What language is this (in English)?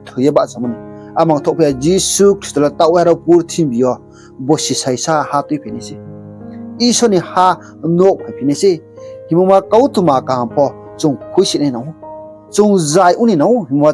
Riang (India)